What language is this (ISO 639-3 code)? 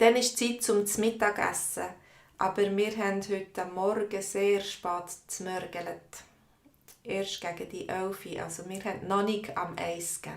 gsw